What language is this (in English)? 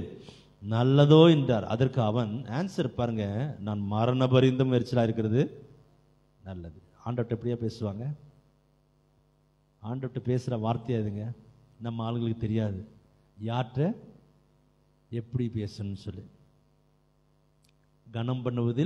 Tamil